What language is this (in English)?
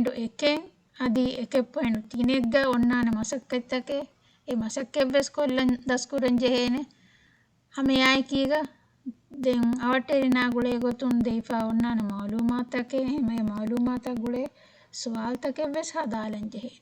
Divehi